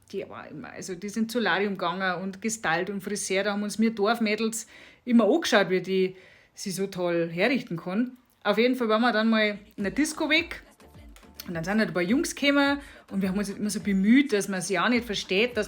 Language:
Bavarian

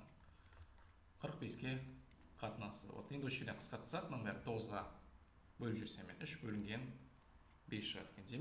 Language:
Kazakh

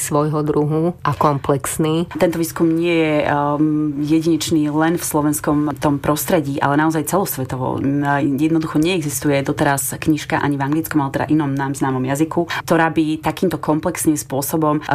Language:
Slovak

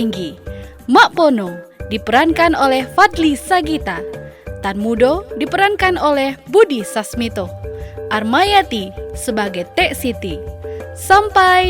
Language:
Minangkabau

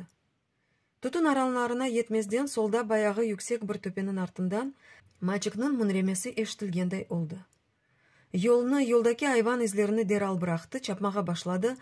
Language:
Crimean Tatar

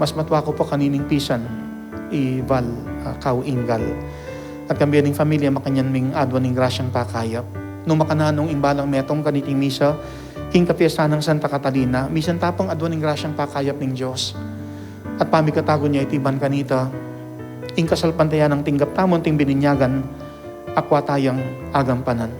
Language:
Pampanga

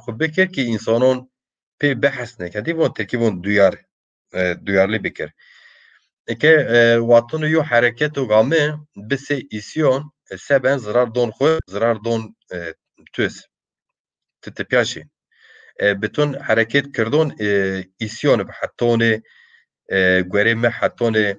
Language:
Zaza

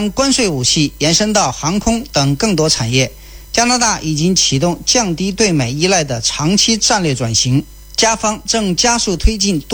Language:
Chinese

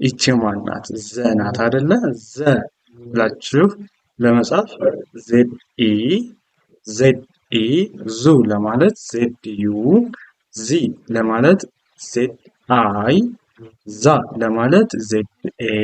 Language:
Amharic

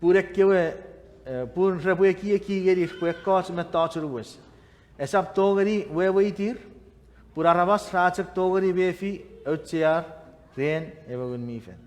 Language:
Chuukese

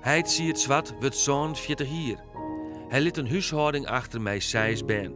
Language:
Western Frisian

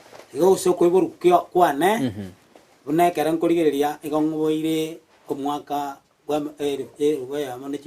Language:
Gusii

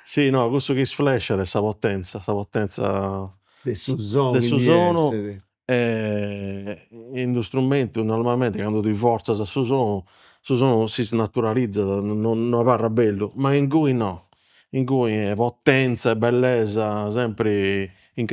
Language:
Sardinian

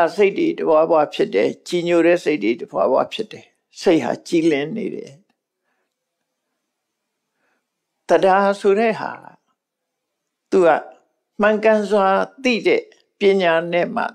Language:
Burmese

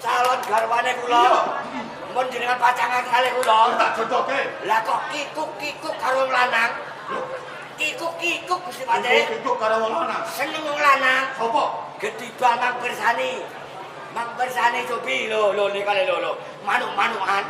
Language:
Javanese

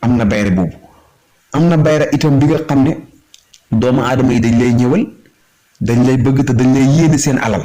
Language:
Wolof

